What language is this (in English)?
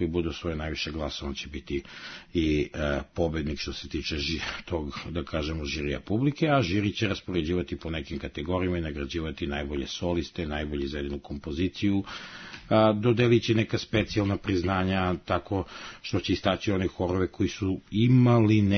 Serbian